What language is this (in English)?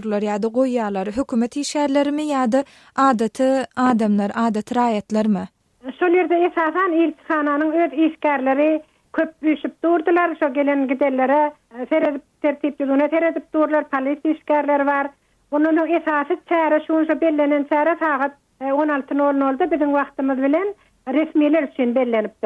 Turkmen